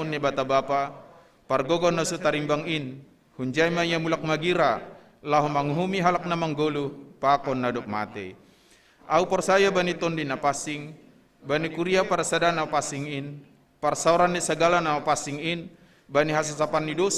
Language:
Batak Simalungun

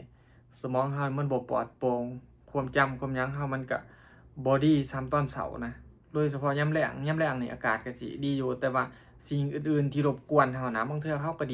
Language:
Lao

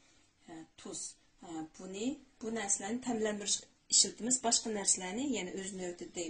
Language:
Uyghur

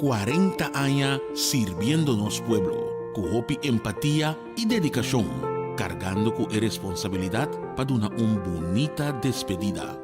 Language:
Papiamento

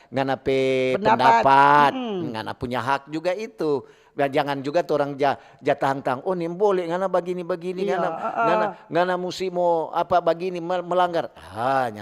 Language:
Manado Malay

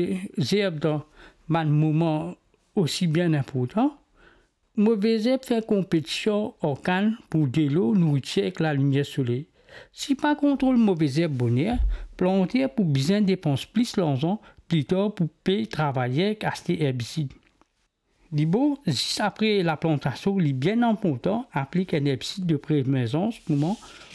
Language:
Morisyen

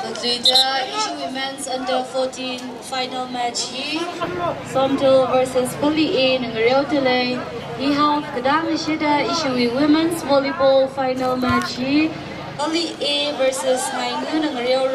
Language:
Tangkhul Naga (India)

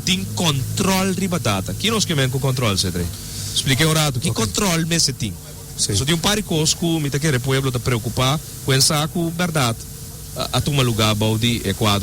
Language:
Papiamento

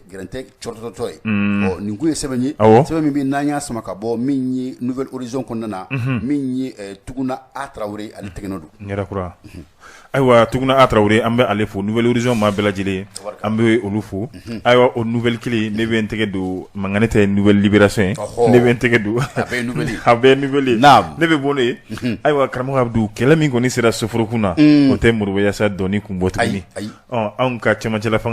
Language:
Bambara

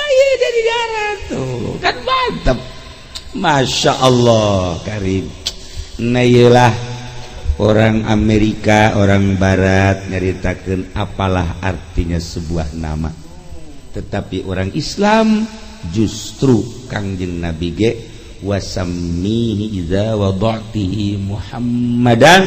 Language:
Sundanese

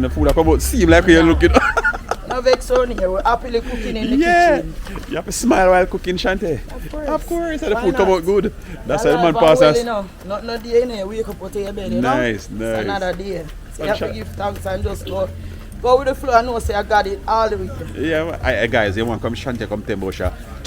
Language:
Jamaican Creole English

